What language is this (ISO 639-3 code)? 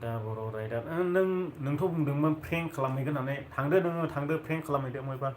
brx